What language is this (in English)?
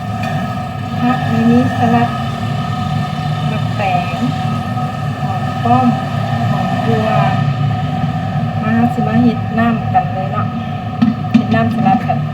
Lao